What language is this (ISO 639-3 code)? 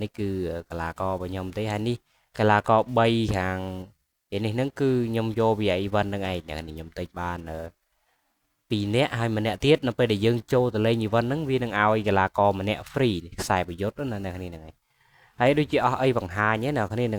khm